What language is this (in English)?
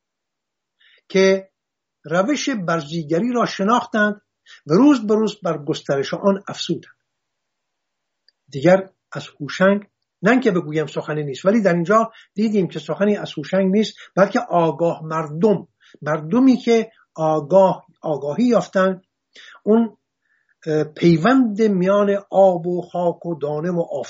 Persian